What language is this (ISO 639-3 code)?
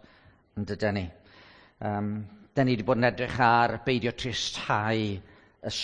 cym